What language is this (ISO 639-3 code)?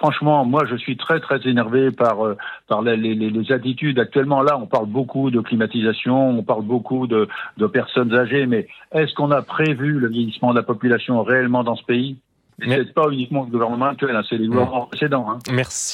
fra